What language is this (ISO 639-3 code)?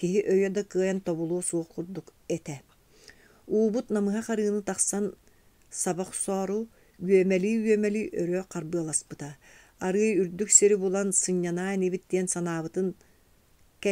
sah